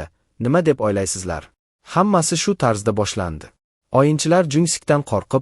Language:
Uzbek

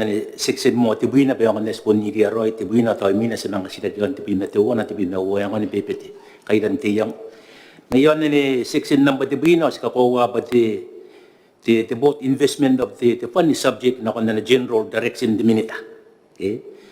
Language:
Gilbertese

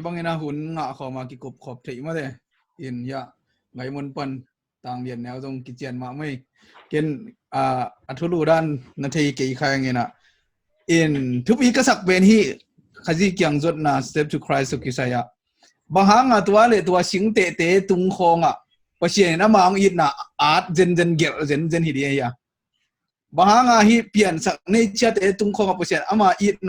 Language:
Tedim Chin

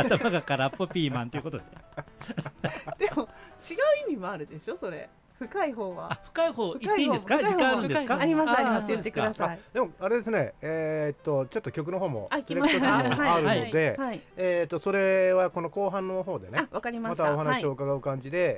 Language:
Japanese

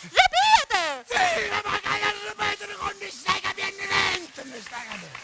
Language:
Sicilian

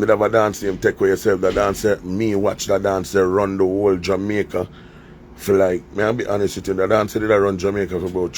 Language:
Jamaican Creole English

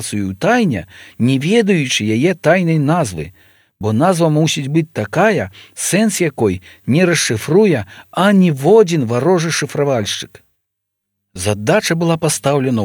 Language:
Belarusian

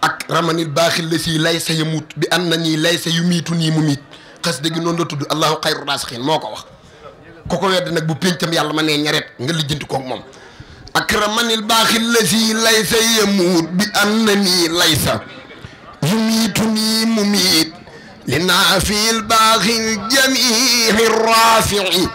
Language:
Wolof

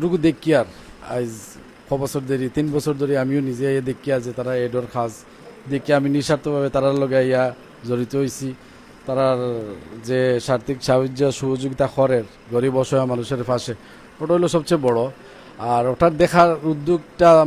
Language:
Sylheti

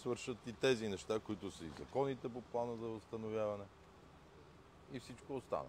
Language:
Bulgarian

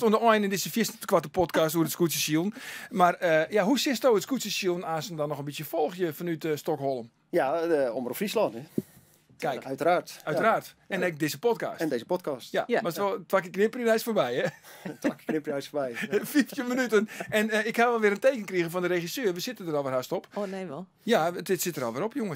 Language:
Western Frisian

